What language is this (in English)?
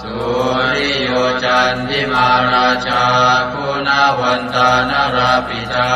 Pali